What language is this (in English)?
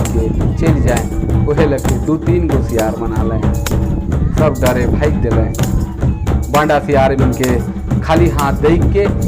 Sadri